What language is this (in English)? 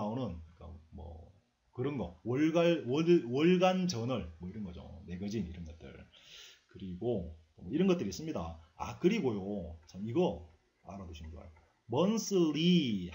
Korean